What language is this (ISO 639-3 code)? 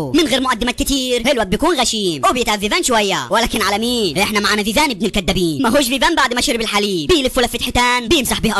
arz